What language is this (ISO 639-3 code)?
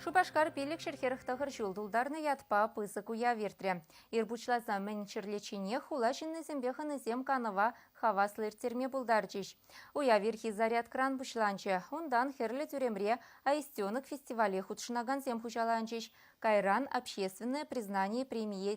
chv